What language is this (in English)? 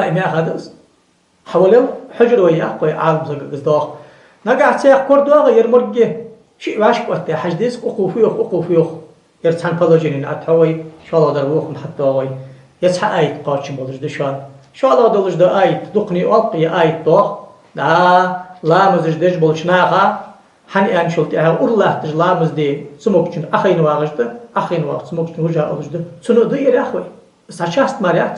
Ingush